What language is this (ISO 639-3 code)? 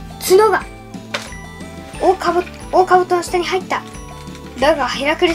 jpn